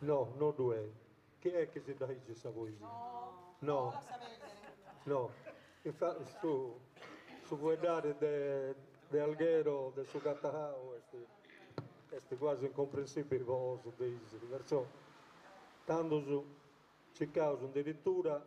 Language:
Sardinian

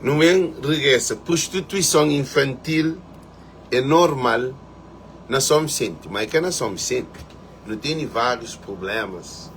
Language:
Kabuverdianu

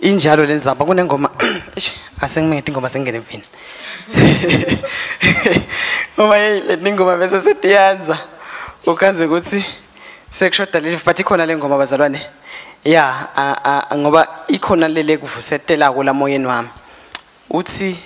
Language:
Swati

